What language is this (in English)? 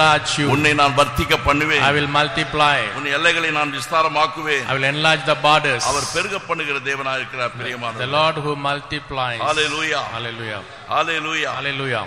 Tamil